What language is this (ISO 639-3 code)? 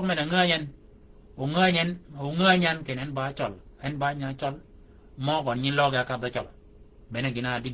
shk